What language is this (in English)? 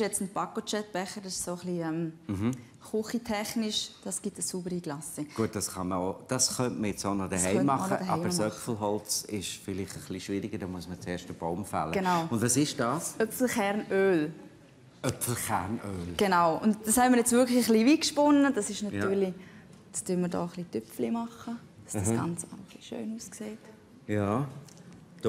Swiss German